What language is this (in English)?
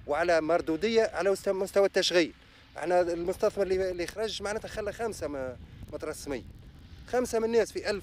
Tunisian Arabic